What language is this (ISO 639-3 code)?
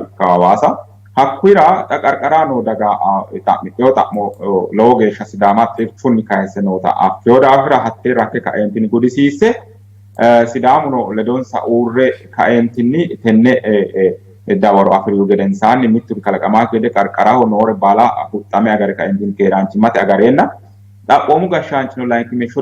sid